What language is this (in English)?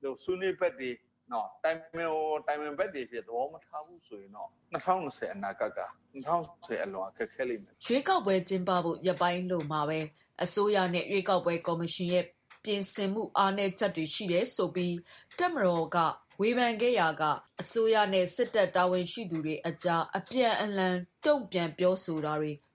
Burmese